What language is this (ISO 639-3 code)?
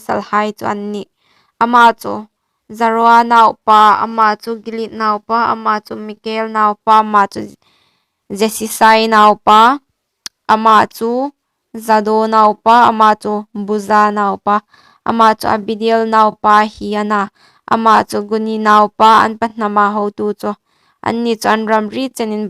hmr